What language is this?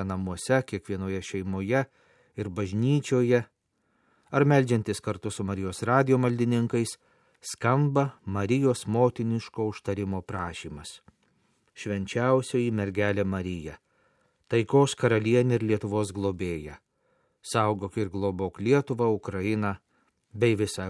Lithuanian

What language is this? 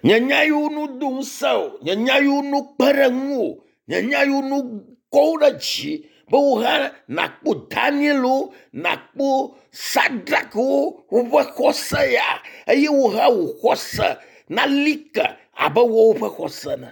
Ewe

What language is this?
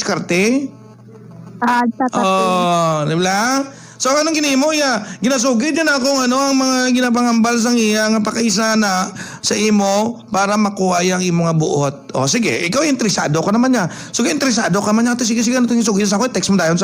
Hiligaynon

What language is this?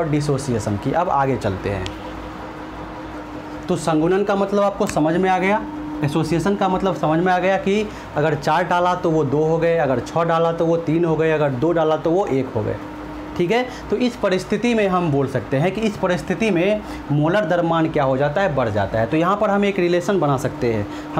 Hindi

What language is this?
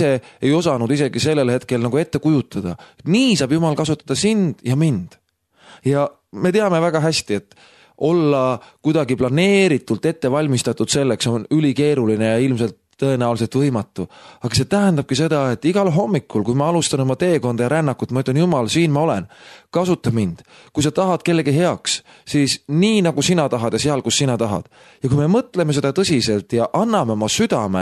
Estonian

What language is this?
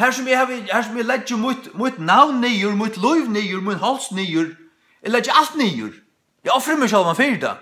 Faroese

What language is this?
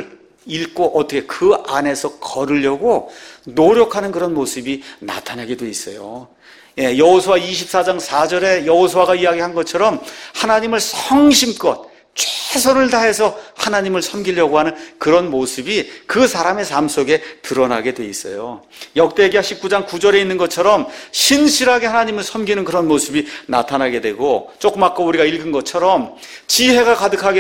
Korean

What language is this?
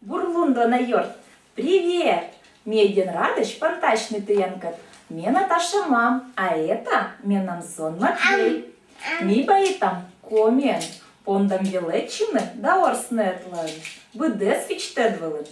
Komi-Permyak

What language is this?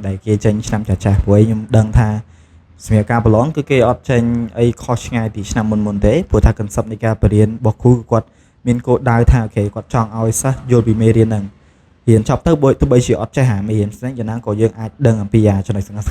Khmer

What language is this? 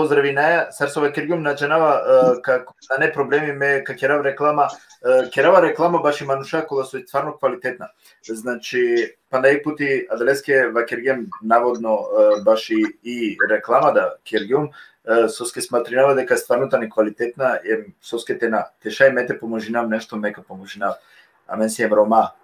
Balkan Romani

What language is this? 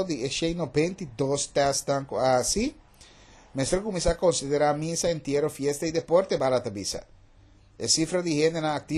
Papiamento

